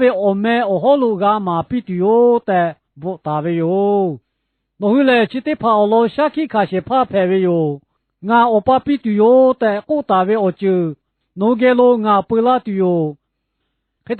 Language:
Lahu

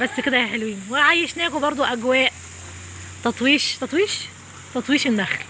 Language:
Egyptian Arabic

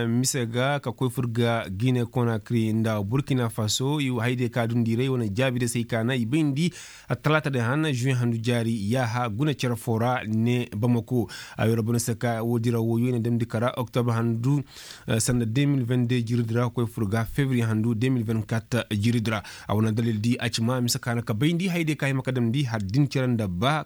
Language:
Koyraboro Senni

